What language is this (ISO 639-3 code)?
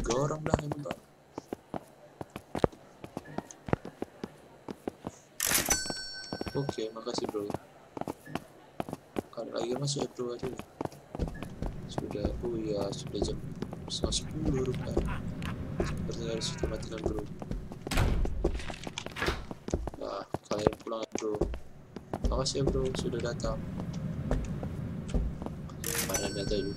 ind